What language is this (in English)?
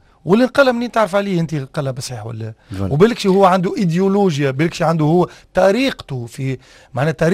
Tunisian Arabic